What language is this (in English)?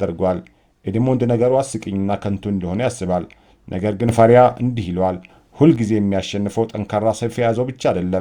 Amharic